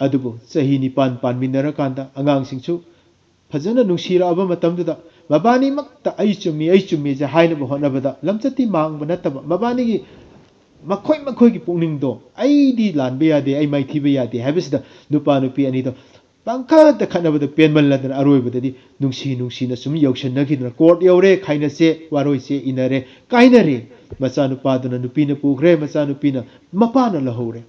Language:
Manipuri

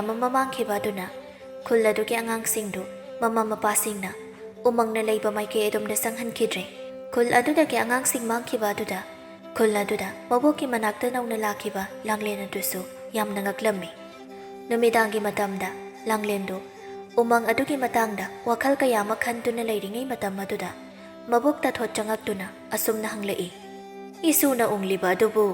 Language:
Manipuri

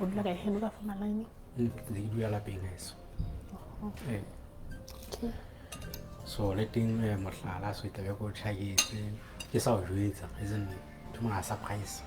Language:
Southern Sotho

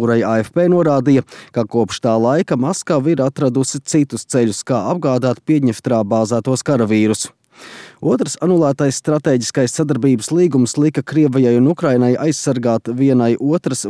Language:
Latvian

